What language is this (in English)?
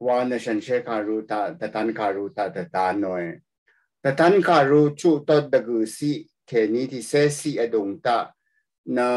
Rawang